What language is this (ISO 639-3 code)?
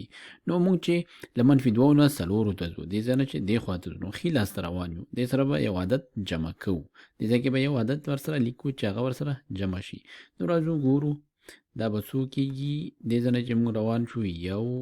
pus